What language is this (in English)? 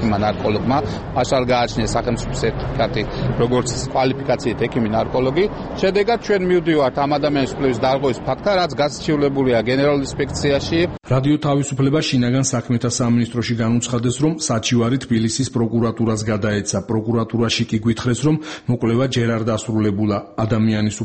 Georgian